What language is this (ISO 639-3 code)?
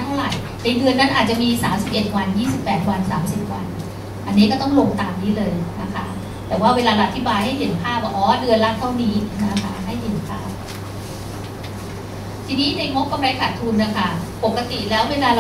tha